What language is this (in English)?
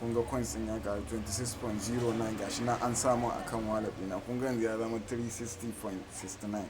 Hausa